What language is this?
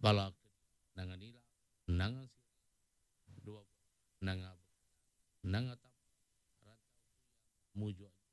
Iban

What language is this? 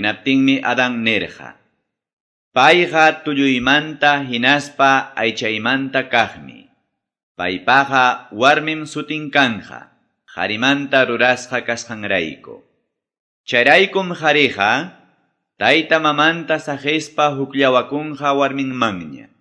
Quechua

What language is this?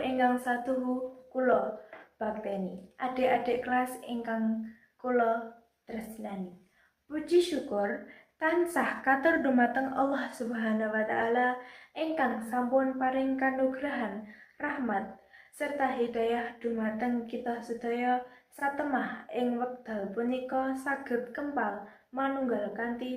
Javanese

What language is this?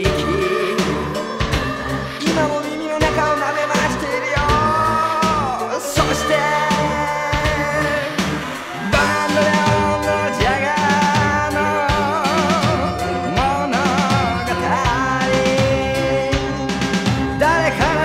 Japanese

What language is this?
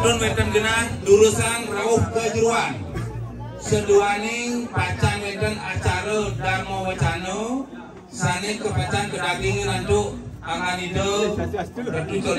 Balinese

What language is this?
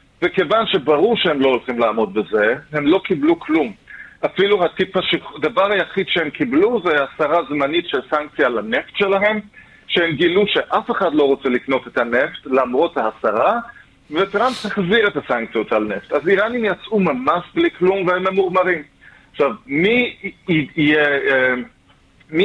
Hebrew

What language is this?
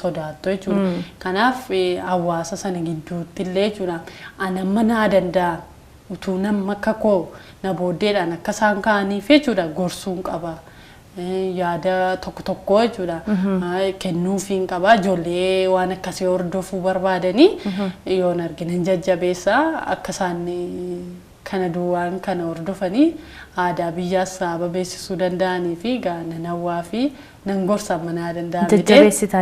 Oromo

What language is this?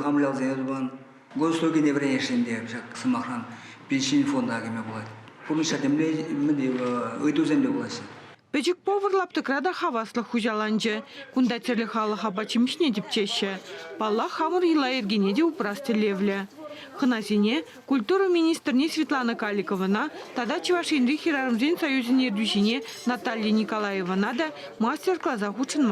Chuvash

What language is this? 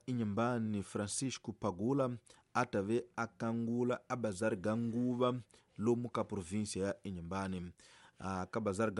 Tsonga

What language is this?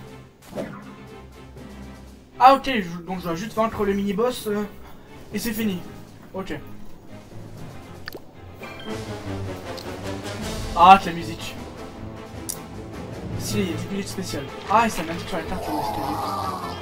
French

